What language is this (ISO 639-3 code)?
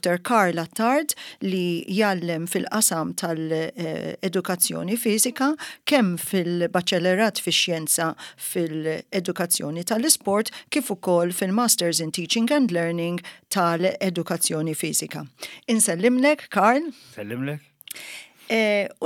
mlt